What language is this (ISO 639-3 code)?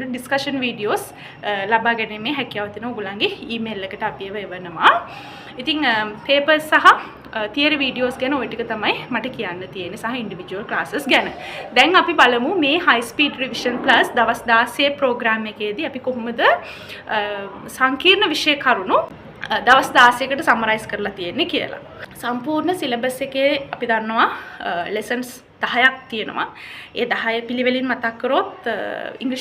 sin